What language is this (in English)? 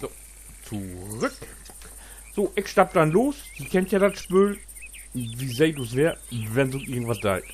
Low German